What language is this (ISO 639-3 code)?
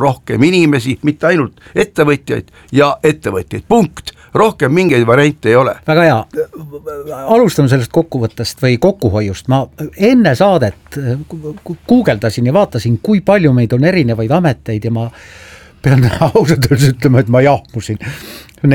est